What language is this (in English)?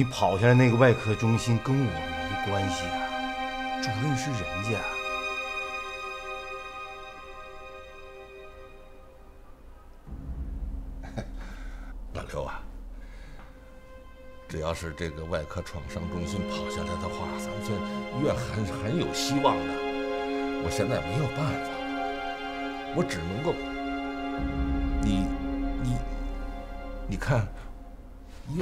Chinese